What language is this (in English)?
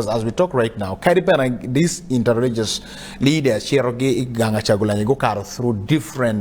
Acoli